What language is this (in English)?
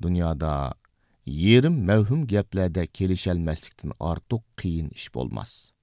Uyghur